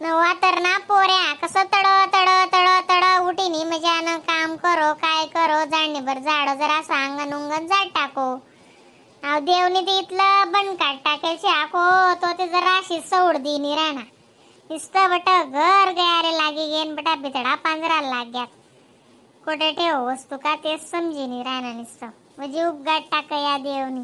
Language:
Khandesi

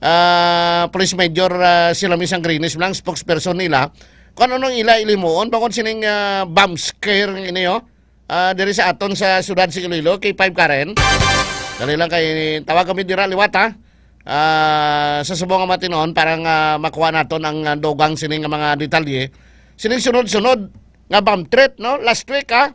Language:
Hiligaynon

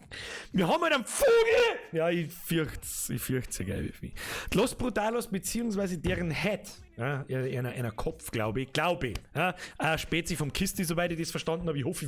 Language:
Bavarian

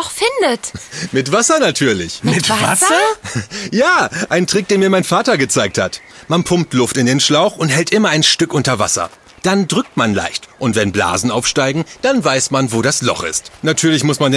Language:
German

